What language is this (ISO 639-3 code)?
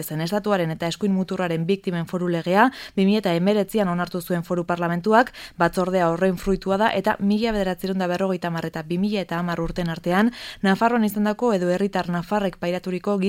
eus